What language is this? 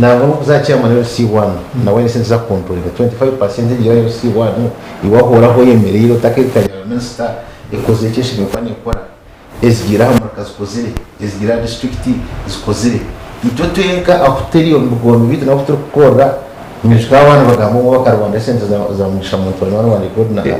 Nyankole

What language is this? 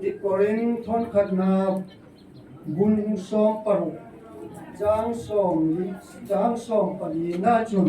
Hmar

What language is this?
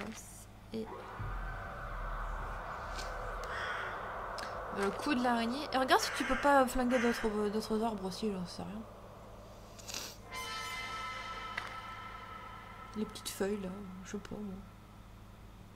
French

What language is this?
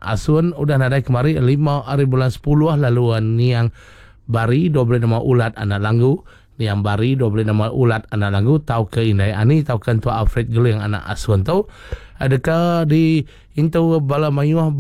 Iban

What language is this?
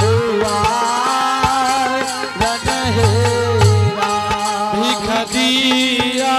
Angika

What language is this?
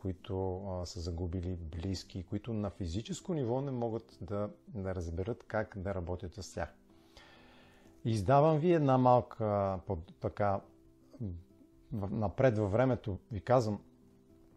Bulgarian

